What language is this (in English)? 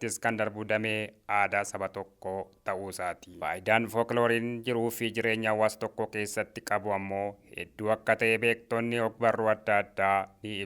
Oromo